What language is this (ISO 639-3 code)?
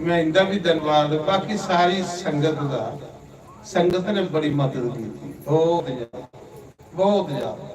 doi